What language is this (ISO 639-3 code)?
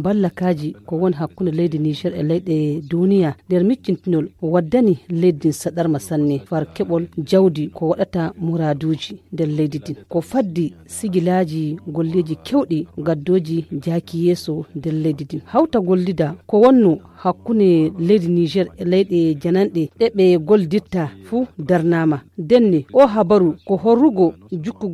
fuv